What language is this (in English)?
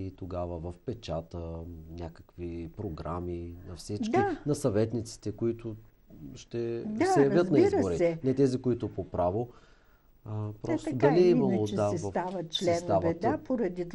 Bulgarian